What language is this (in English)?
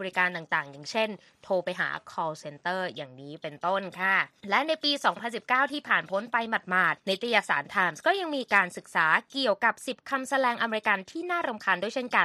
Thai